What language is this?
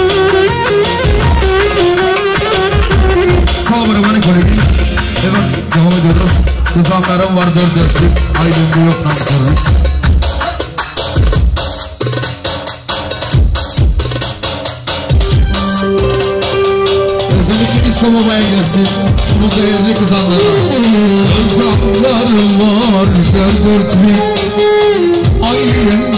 Turkish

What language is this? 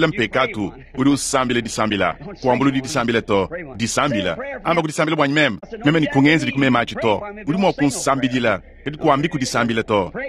Luba-Lulua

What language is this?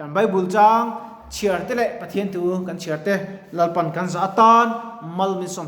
Mizo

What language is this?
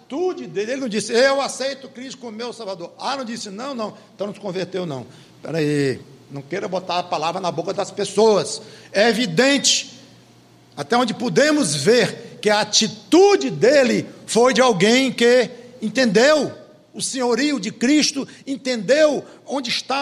Portuguese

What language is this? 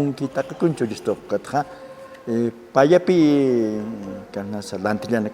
Aymara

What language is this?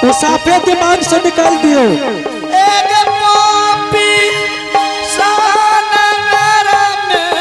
Angika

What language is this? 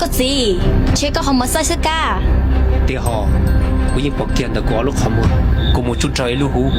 Hmong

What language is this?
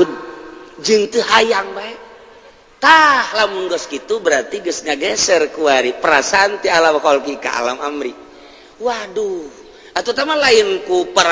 Sundanese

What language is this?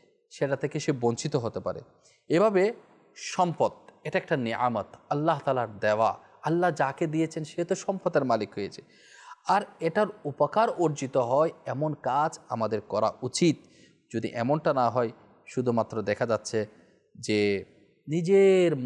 Bangla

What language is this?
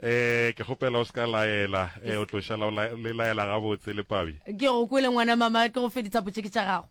Northern Sotho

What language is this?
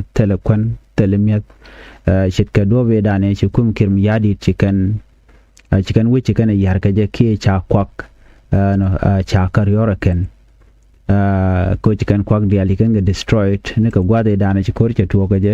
Nuer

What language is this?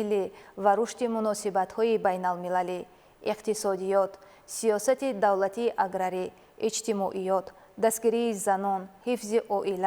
Tajik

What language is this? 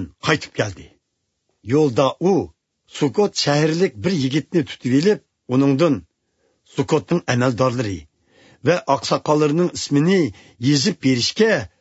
Uyghur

